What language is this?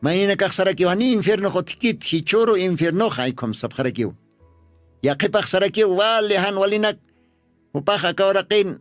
Aymara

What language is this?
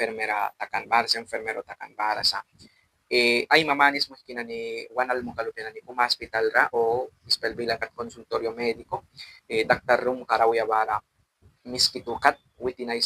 Mískito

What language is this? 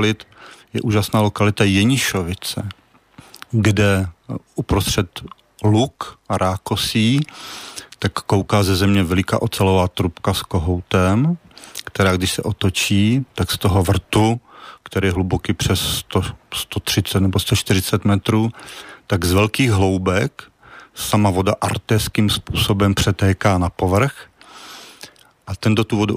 Czech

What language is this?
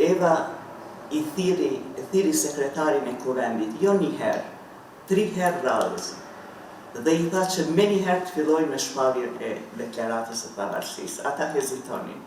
Albanian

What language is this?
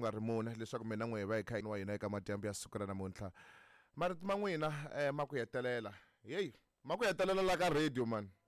Tsonga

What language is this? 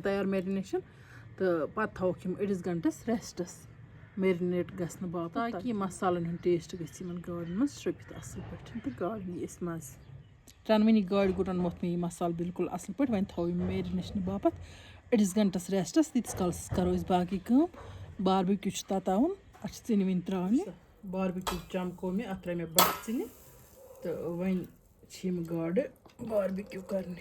Kashmiri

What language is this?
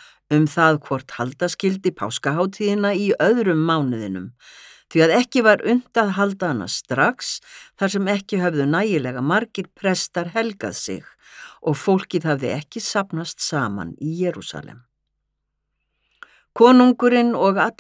Icelandic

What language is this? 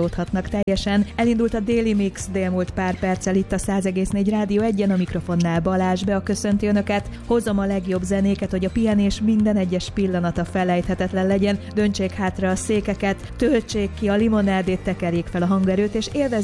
Hungarian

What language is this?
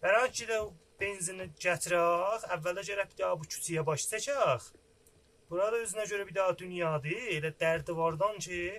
South Azerbaijani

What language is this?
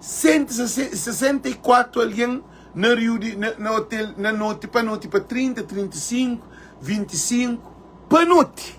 Kabuverdianu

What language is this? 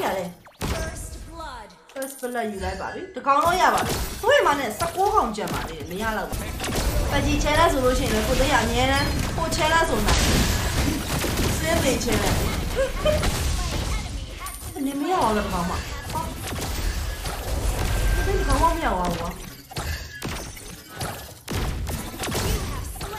Burmese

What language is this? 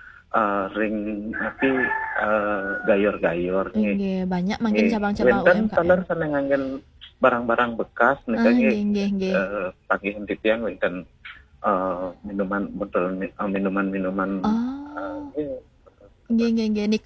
Balinese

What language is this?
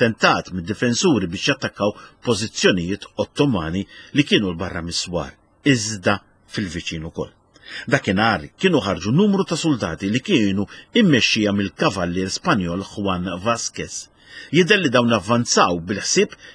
Maltese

